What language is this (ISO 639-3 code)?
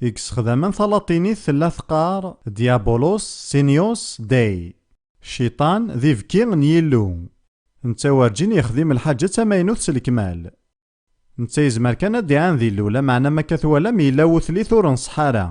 kab